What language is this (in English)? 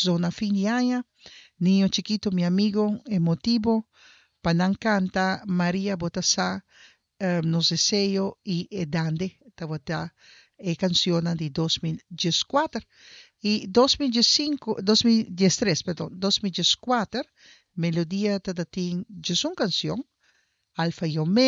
Papiamento